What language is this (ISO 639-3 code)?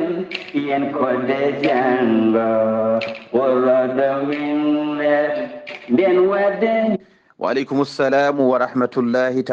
ful